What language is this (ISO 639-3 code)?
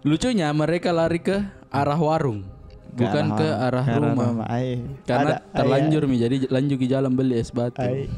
mfp